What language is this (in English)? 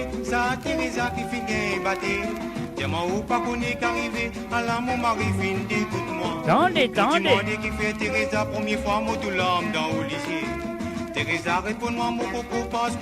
Morisyen